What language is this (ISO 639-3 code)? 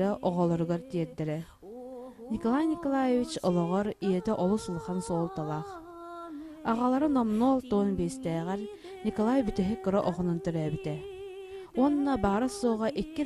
sah